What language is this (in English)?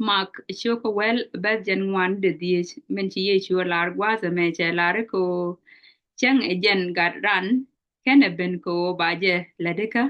Nuer